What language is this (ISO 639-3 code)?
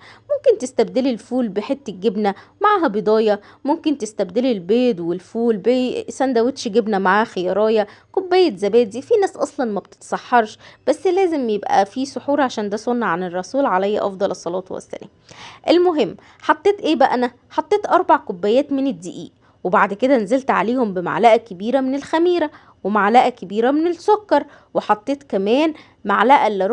arz